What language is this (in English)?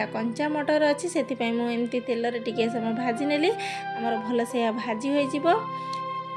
Odia